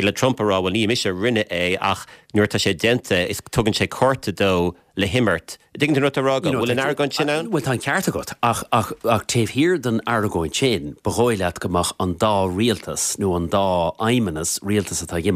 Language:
Irish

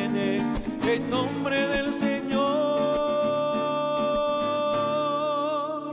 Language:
Spanish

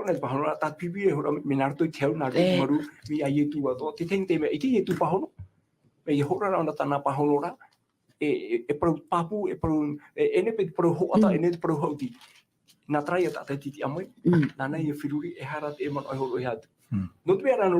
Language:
Tahitian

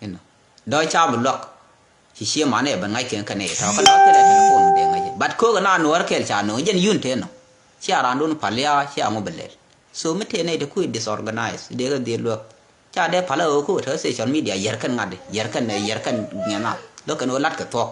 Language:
Nuer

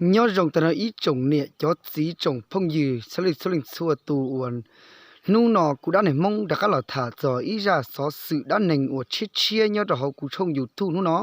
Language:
Hmong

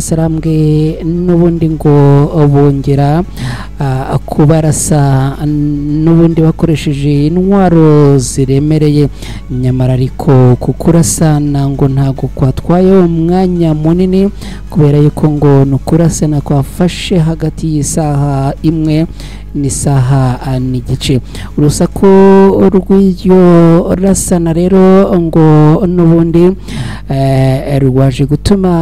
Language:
Kinyarwanda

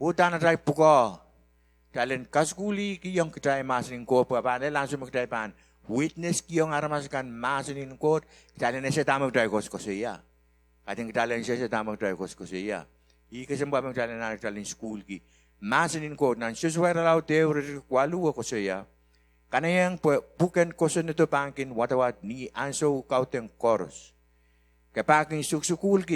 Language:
Pohnpeian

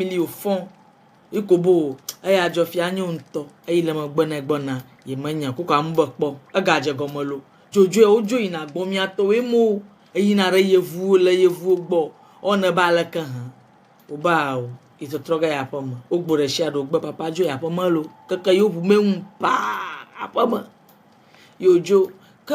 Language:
Ewe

